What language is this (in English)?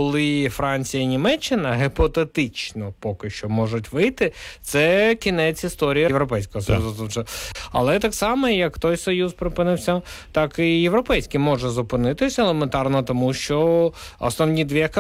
Ukrainian